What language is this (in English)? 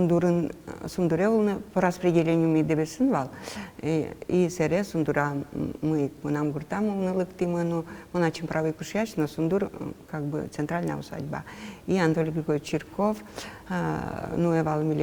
Udmurt